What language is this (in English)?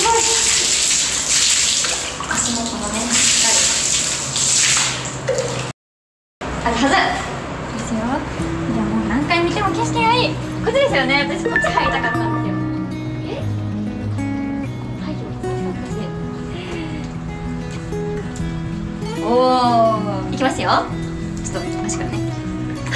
Japanese